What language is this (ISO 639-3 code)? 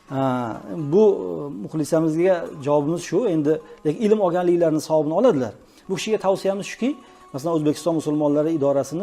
uzb